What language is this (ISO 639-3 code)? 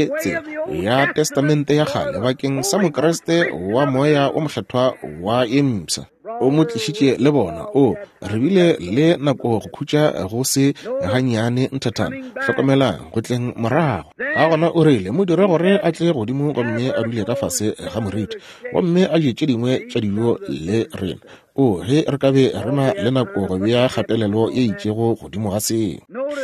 nso